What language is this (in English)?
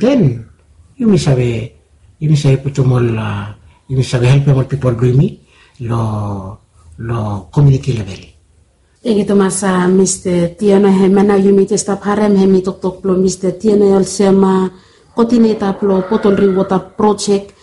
Bislama